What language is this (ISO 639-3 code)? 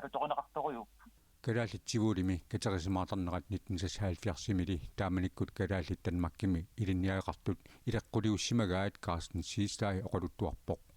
kal